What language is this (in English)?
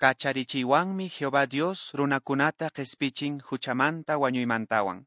Quechua